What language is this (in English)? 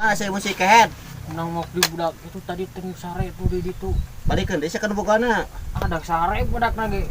Sundanese